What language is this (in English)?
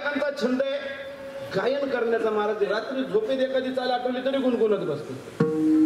Marathi